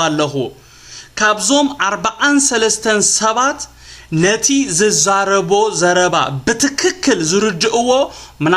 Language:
Tigrinya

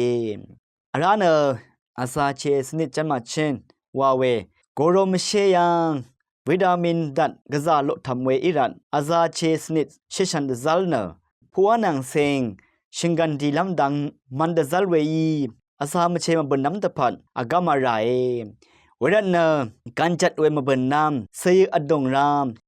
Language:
Rawang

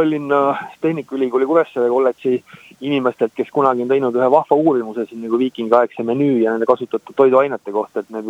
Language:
Estonian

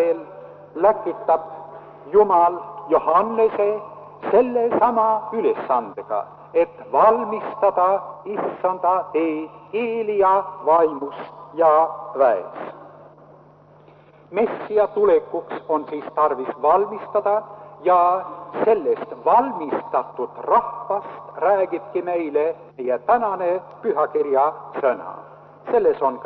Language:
Estonian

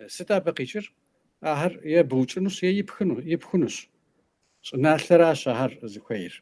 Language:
Kabardian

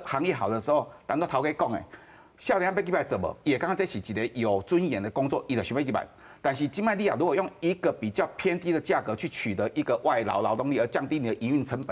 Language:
Min Nan Chinese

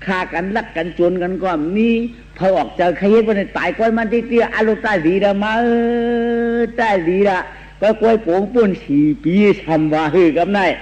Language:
Shan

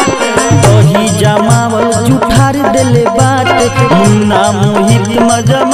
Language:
Bhojpuri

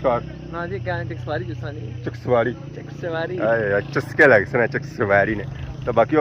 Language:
Pahari-Potwari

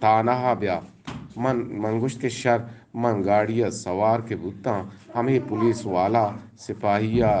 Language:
Eastern Balochi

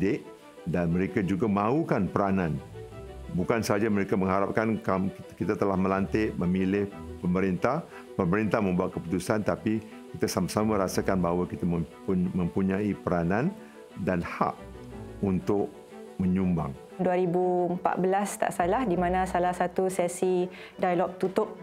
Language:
Malay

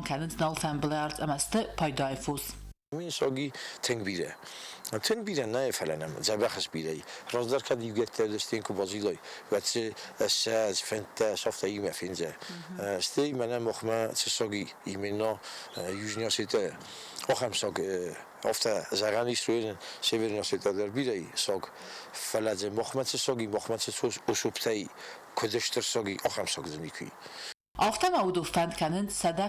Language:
Ossetic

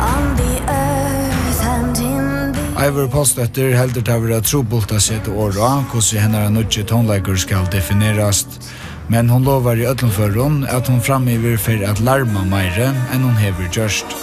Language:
Faroese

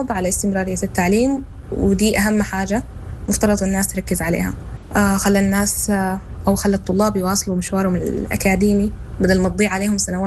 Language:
Sudanese Arabic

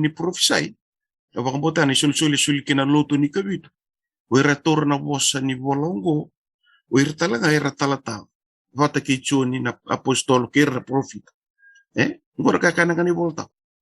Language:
Fijian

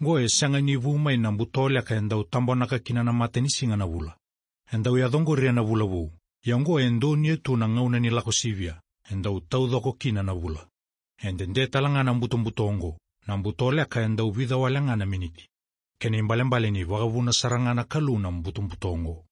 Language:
Fijian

